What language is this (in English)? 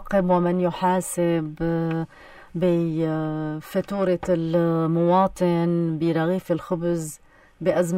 North Levantine Arabic